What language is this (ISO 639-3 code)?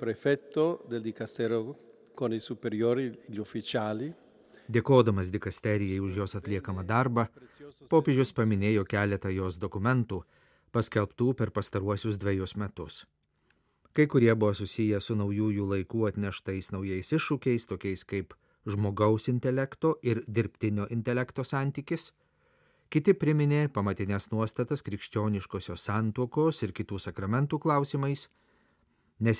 lit